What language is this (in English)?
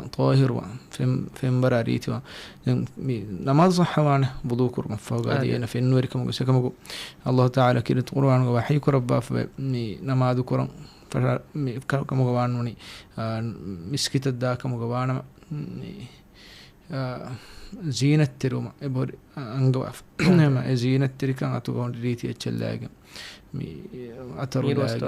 Divehi